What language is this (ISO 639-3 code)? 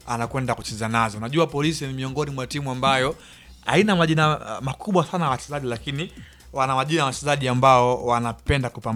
swa